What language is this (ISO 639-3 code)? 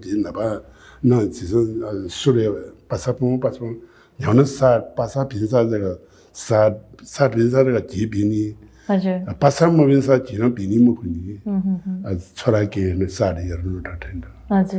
new